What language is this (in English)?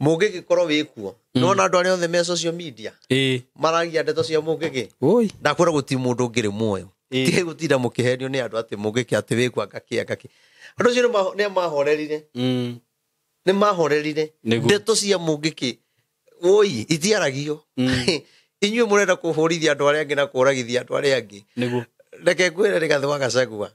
Kikuyu